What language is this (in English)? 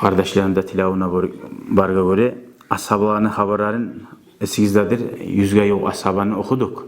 Kumyk